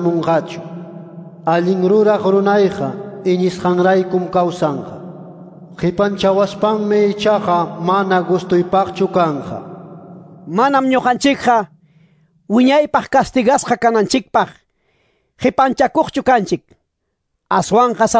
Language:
Quechua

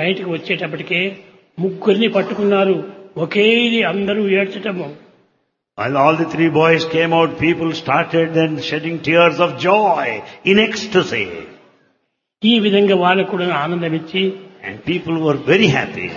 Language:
Telugu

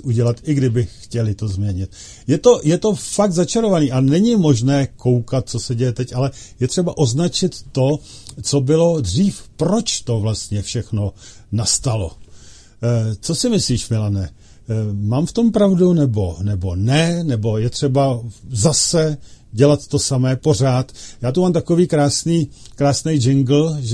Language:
Czech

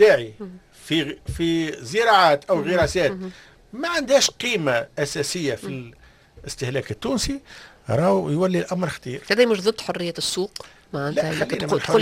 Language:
Tunisian Arabic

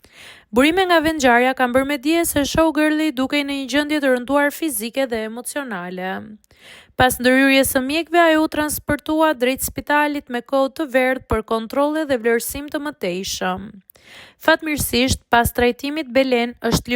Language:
Albanian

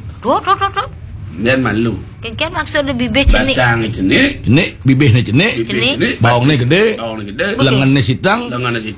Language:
Balinese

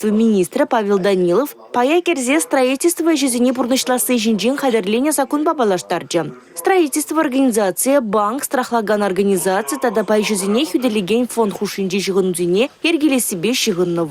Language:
Chuvash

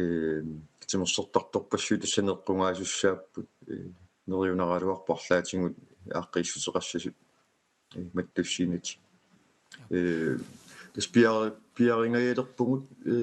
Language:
Kalaallisut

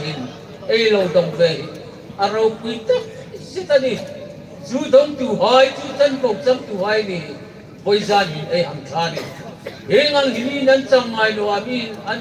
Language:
Hmar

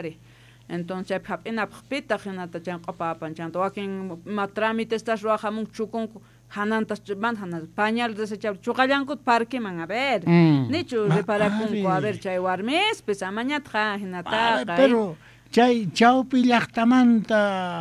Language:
South Bolivian Quechua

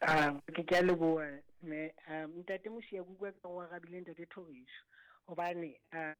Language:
Southern Sotho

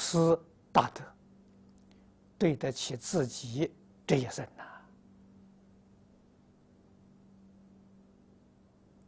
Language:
Chinese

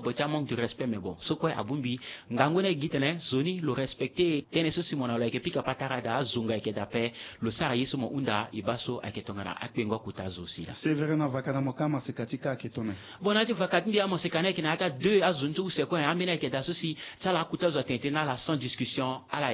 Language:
Sango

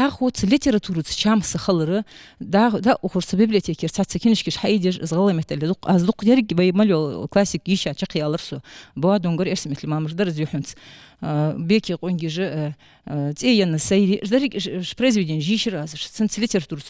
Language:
Ingush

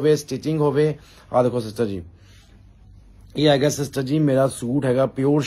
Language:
Punjabi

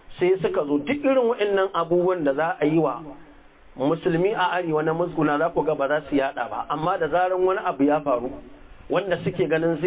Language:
Hausa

